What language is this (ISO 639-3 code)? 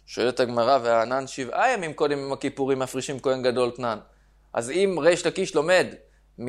heb